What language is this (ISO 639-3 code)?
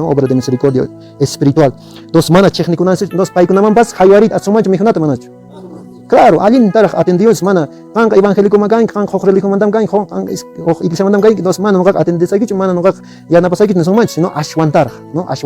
que